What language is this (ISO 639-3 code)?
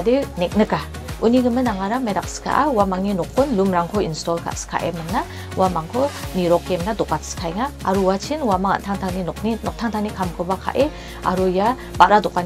grt